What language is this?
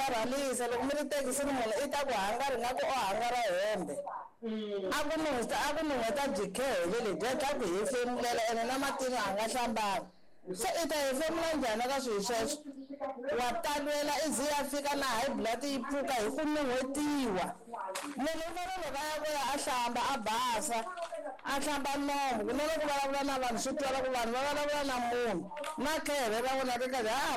Tsonga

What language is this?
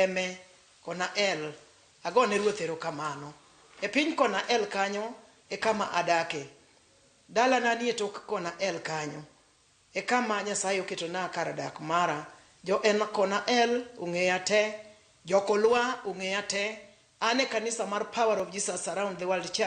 Luo (Kenya and Tanzania)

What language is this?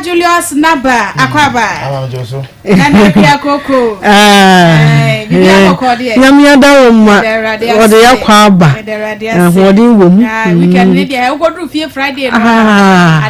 Akan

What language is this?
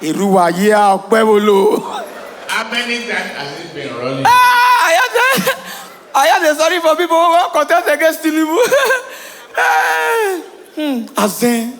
Nigerian Pidgin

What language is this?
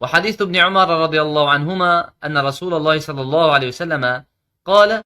Kurdish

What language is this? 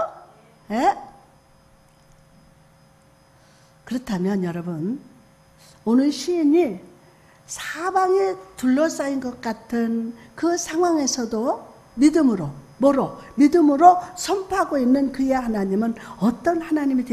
Korean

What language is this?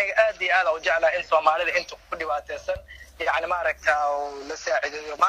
Somali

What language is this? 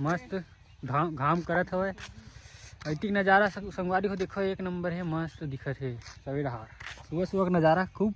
Chhattisgarhi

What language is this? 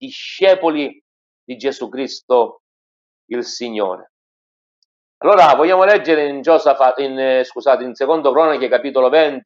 Italian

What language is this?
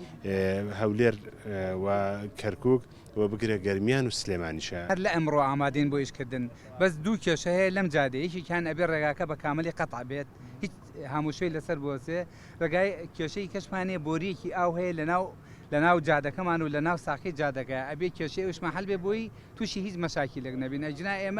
Central Kurdish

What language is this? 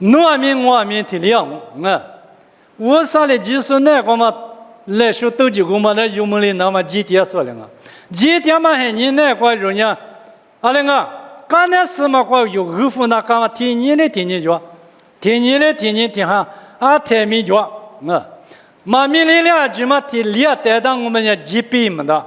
Lisu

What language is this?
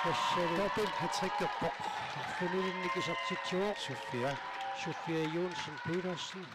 Kalaallisut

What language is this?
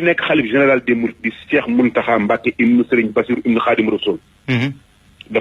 Wolof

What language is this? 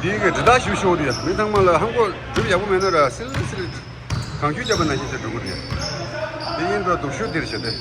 Tibetan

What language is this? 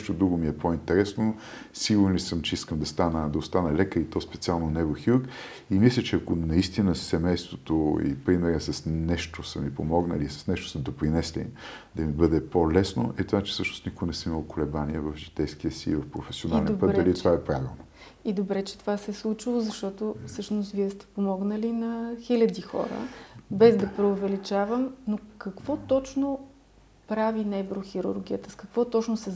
Bulgarian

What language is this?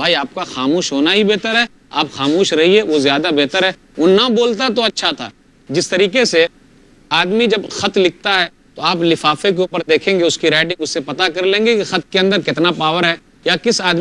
Urdu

